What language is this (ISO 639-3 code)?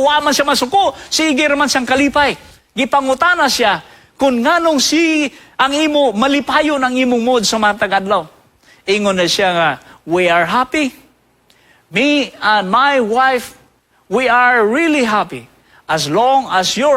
ceb